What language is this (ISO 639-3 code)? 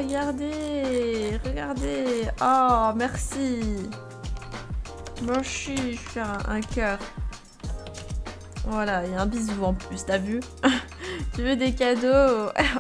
fra